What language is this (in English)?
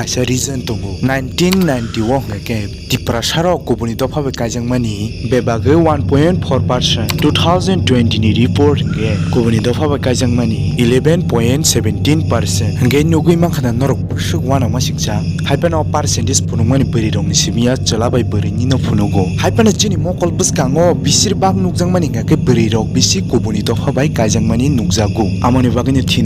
Kok Borok